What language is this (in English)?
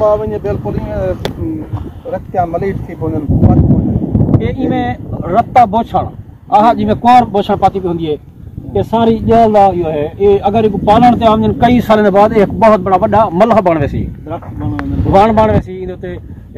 Saraiki